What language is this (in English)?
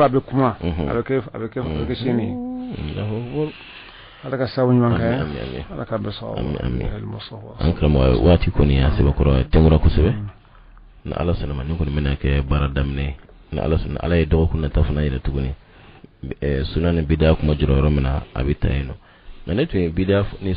Bambara